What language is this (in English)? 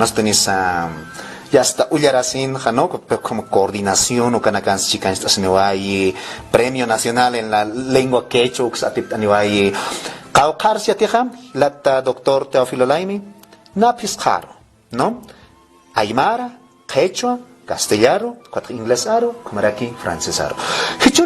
Aymara